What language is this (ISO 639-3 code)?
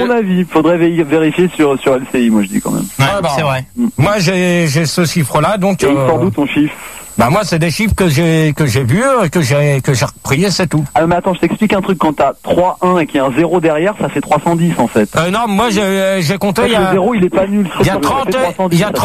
fra